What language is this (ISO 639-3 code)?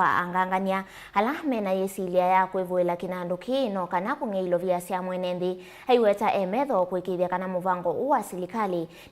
kam